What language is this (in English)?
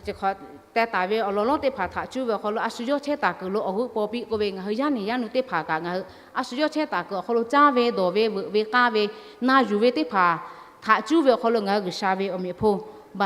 Lahu